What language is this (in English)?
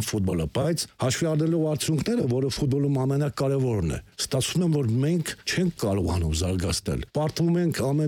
Armenian